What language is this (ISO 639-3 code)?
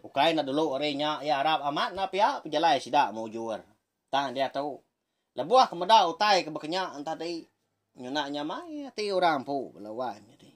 iba